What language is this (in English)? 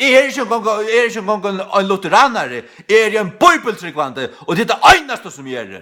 Faroese